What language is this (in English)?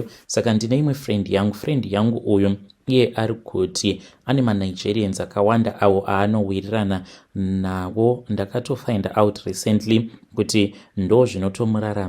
Shona